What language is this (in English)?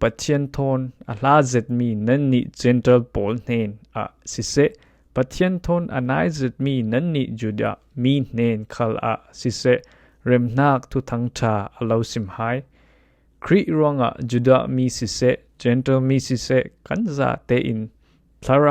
Falam Chin